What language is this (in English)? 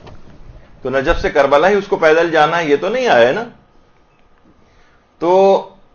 Urdu